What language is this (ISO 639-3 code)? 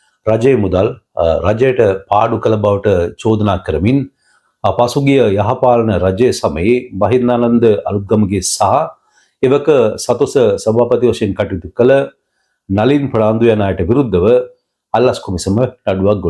sin